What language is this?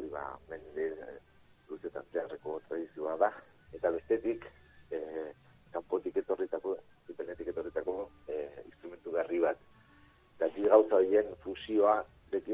Basque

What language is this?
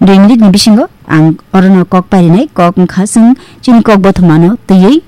Kok Borok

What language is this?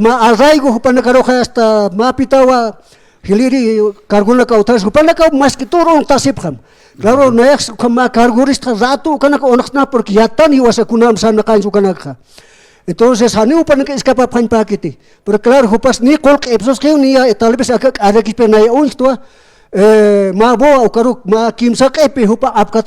Aymara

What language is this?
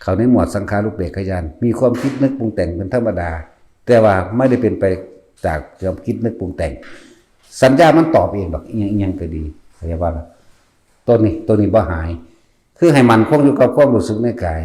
Northeastern Thai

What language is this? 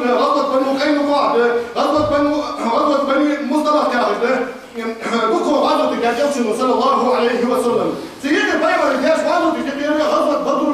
Ingush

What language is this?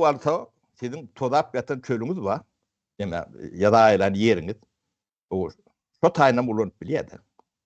Turkmen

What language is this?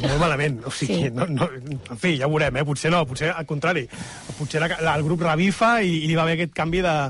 Catalan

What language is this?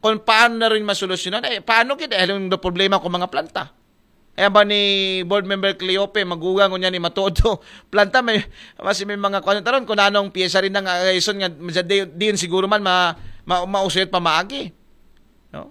Aklanon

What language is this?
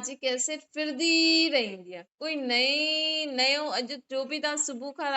Sindhi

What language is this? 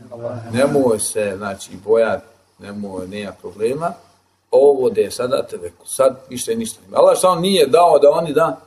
Bosnian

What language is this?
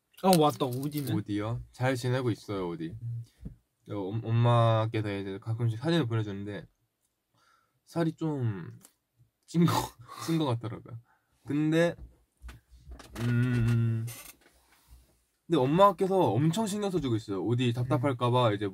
Korean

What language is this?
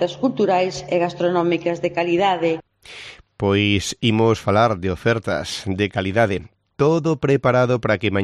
Galician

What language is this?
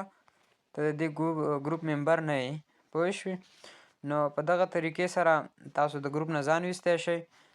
Pashto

